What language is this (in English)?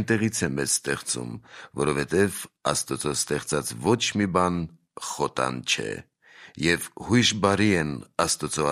Armenian